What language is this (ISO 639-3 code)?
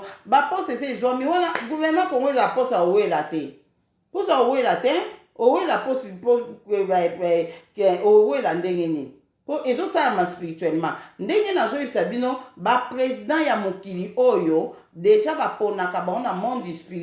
lin